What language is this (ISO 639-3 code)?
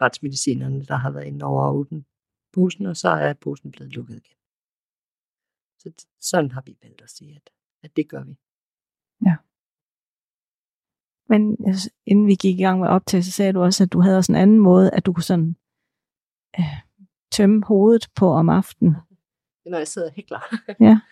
dan